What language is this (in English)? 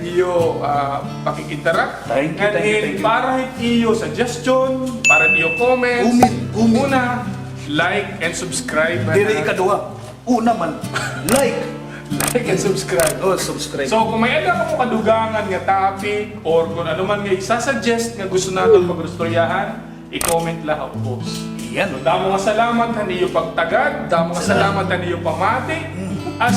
Waray